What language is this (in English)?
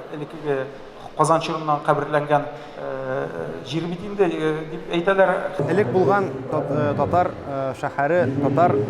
Tatar